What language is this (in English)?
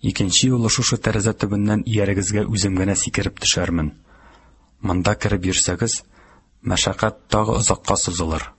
Tatar